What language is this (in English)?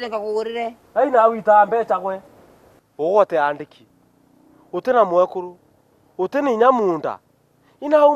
Meru